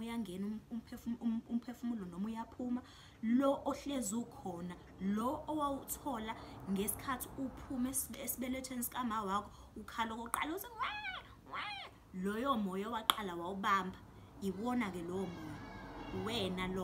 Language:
Zulu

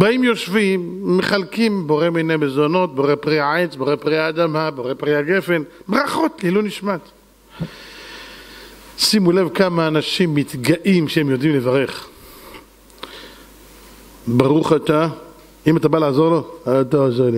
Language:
Hebrew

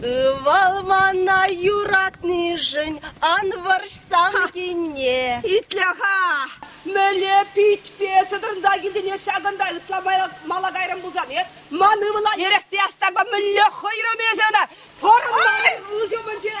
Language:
Chuvash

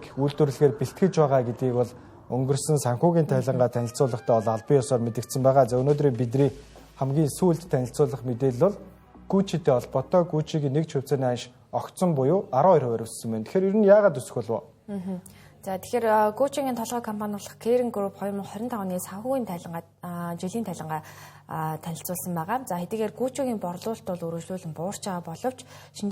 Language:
Mongolian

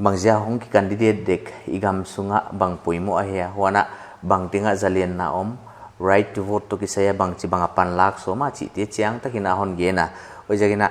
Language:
Paite Chin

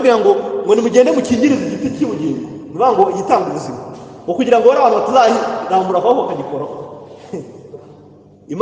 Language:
Kinyarwanda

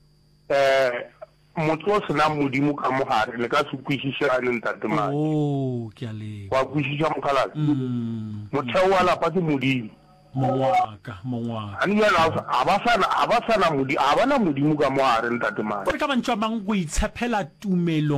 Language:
Northern Sotho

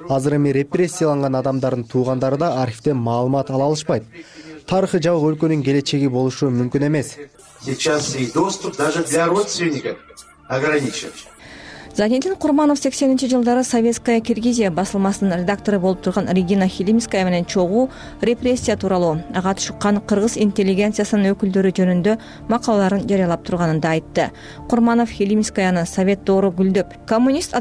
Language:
Kyrgyz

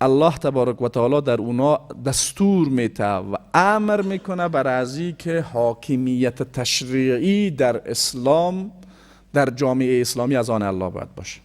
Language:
Persian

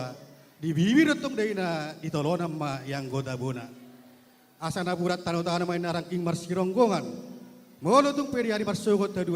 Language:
Batak Toba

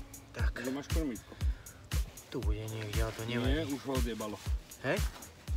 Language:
Slovak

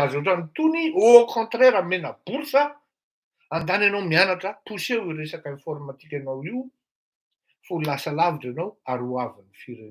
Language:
Malagasy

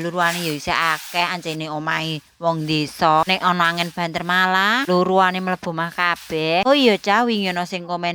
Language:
Javanese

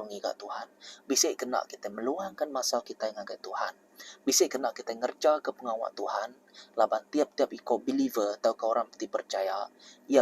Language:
Iban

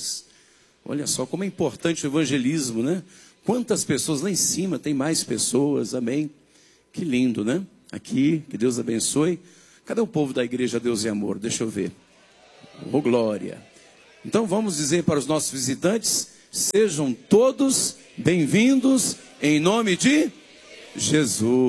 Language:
Portuguese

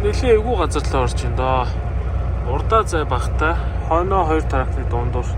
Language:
Mongolian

